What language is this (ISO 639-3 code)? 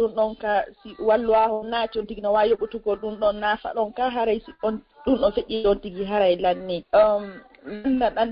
ful